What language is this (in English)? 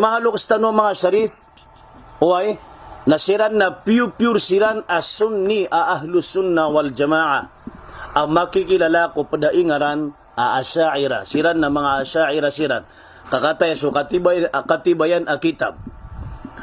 Maranao